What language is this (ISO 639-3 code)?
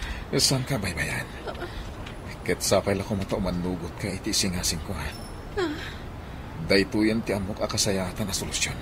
ilo